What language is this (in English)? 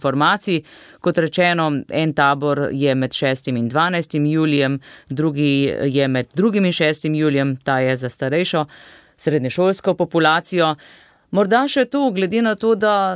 Slovenian